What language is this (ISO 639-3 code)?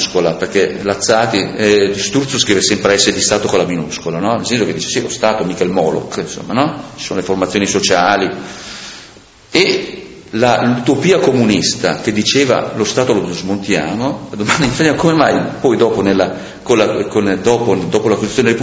ita